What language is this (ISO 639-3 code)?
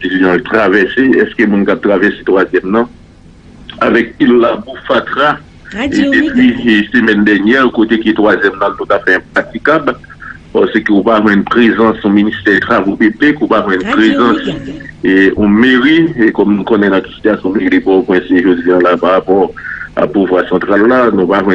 hat